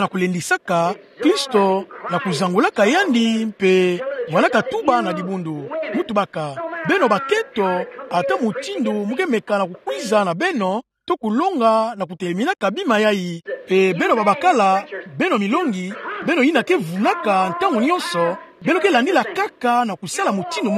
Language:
Kituba (Democratic Republic of Congo)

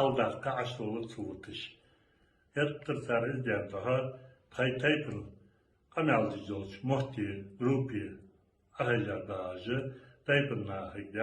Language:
Chechen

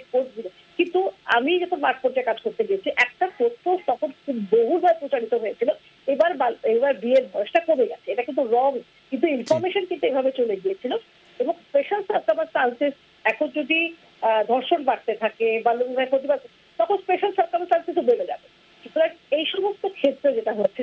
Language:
Bangla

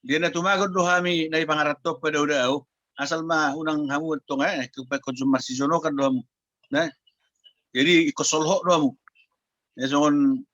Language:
Batak Toba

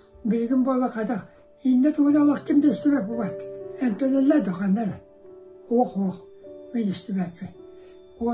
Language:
Yakut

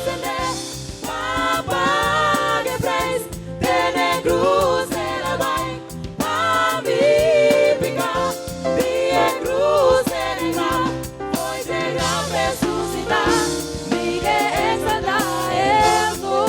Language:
Papiamento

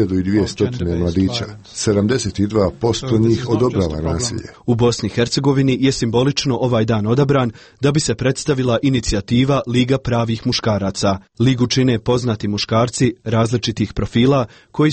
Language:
Croatian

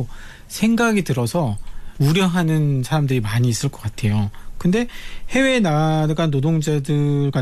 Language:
Korean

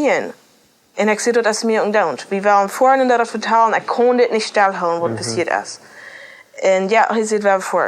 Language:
Plautdietsch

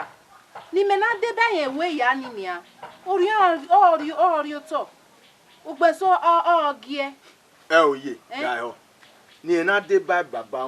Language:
Bini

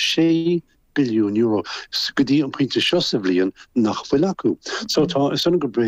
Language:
Irish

